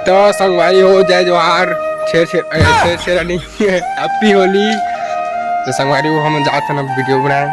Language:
Chhattisgarhi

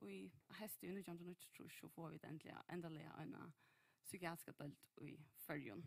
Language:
Faroese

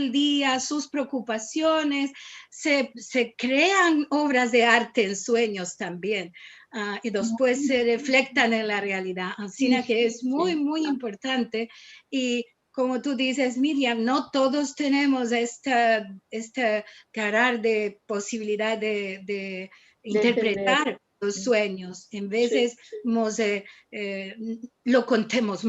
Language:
Ladino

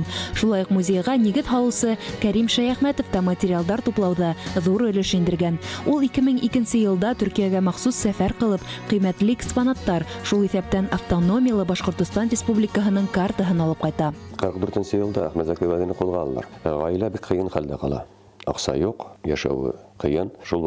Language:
Bashkir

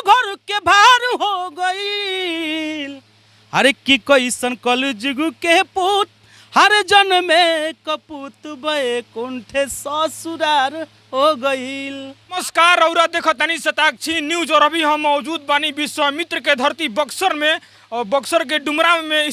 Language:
Bhojpuri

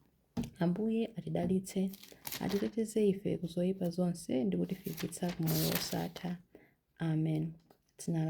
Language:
Nyanja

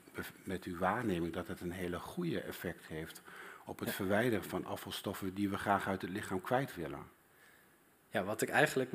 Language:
Dutch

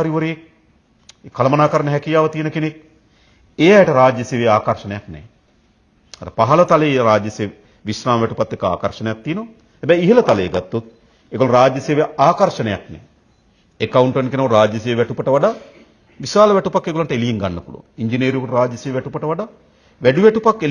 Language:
Sinhala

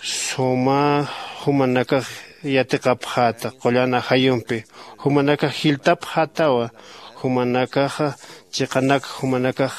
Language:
Aymara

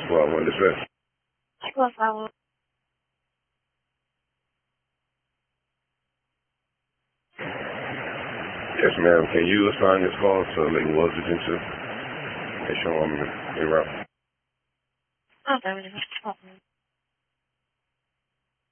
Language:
English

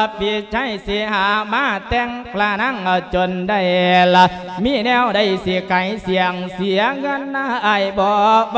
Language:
Lao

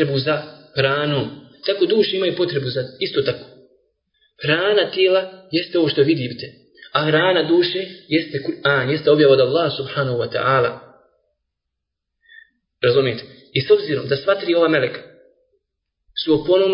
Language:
Bosnian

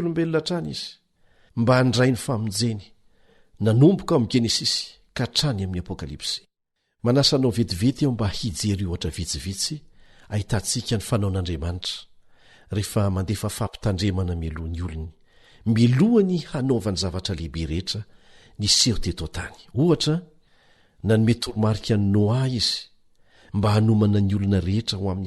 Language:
Malagasy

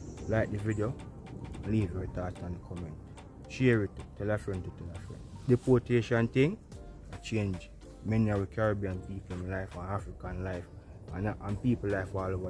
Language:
Jamaican Creole English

